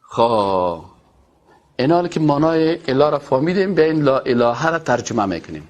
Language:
Persian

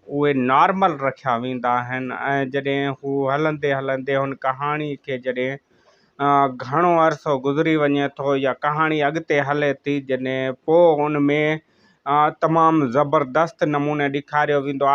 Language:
Sindhi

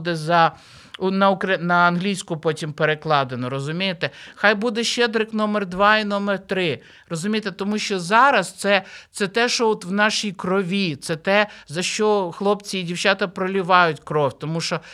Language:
Ukrainian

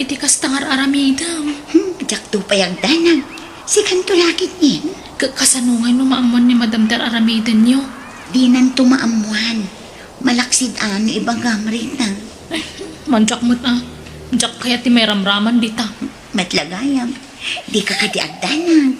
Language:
Iloko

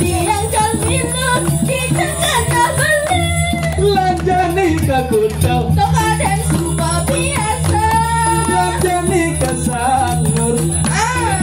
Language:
Balinese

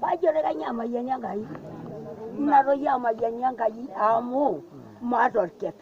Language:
Masai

